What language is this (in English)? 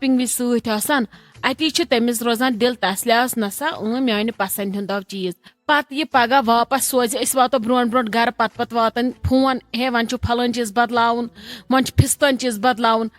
Kashmiri